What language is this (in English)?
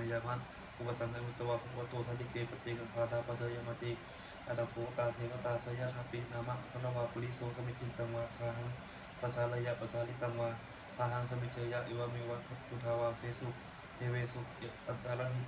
Pali